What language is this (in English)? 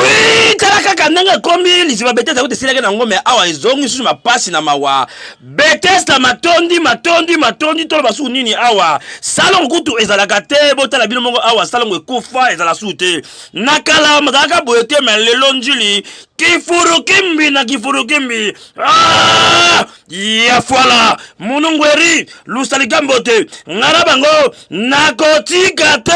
Lingala